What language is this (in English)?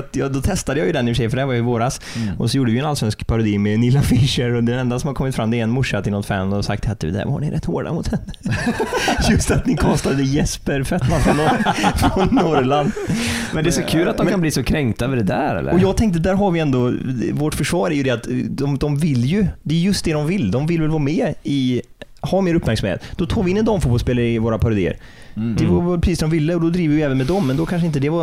Swedish